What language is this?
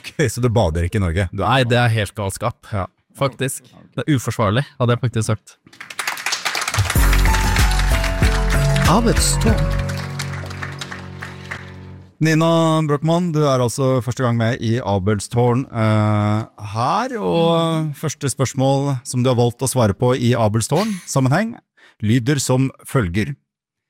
Norwegian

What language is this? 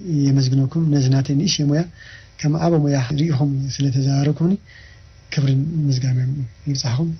Tigrinya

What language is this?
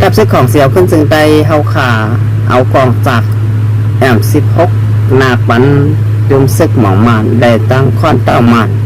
Shan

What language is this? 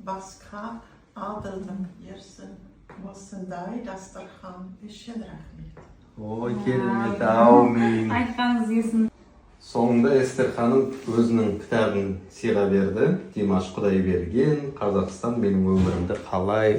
Kazakh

